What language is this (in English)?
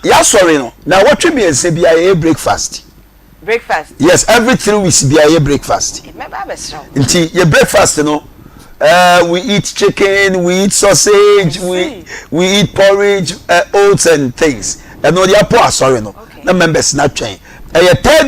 Akan